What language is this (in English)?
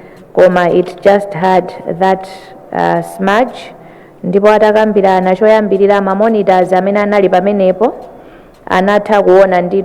Nyanja